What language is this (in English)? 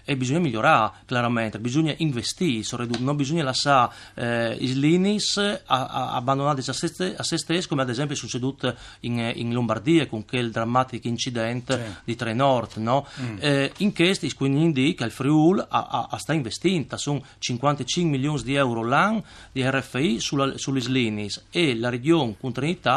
Friulian